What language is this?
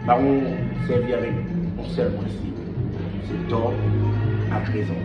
Haitian Creole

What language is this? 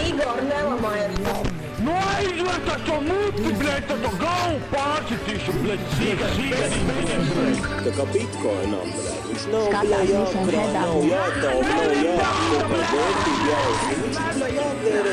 Latvian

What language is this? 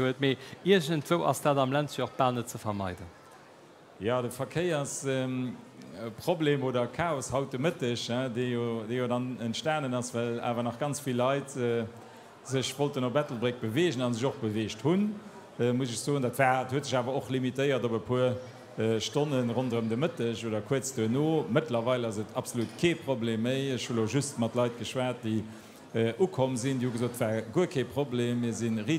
Luxembourgish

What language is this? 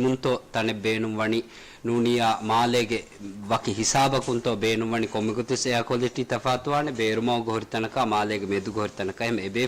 Divehi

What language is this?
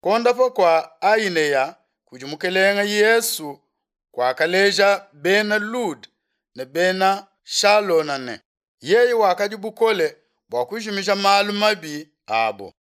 Luba-Lulua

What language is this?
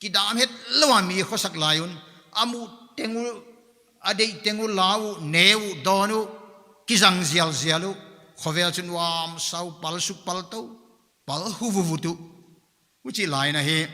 Paite Chin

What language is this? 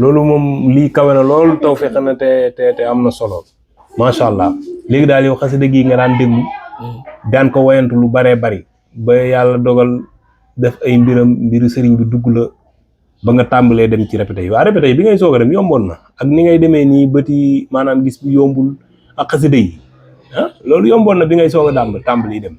Wolof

